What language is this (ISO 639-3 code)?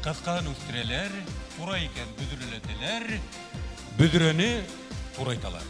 bak